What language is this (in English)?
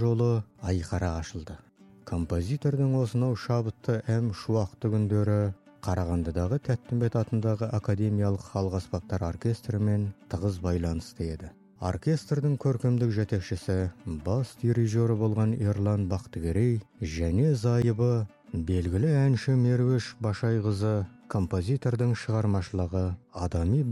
Kazakh